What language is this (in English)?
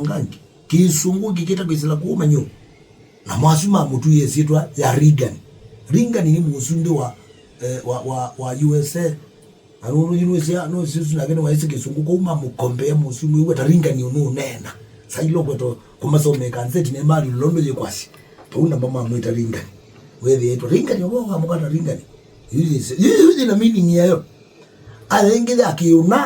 Kamba